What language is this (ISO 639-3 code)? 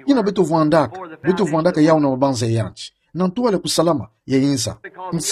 ktu